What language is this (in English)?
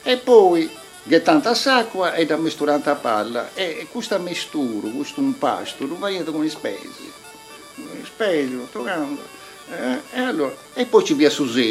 Sardinian